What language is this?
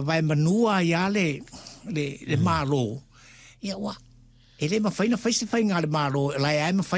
Samoan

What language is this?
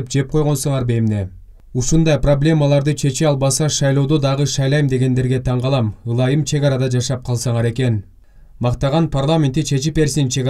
Kyrgyz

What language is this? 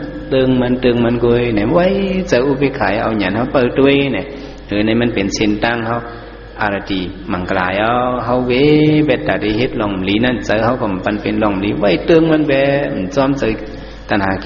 Shan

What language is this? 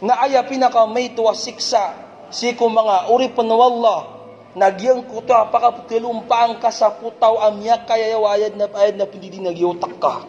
Maranao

